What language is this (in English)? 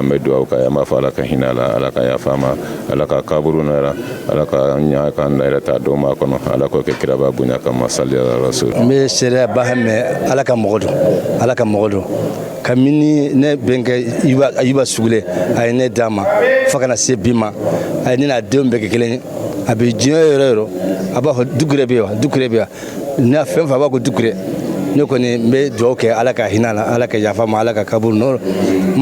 Bambara